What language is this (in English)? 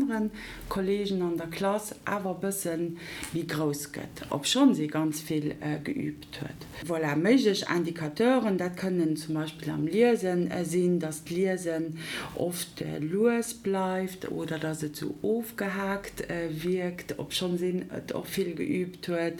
Luxembourgish